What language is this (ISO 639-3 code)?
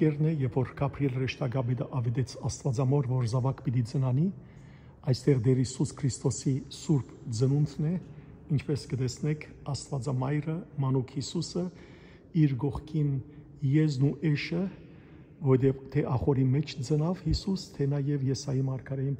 hyw